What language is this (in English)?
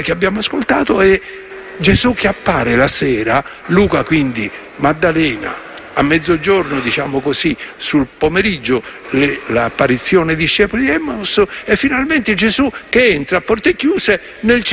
Italian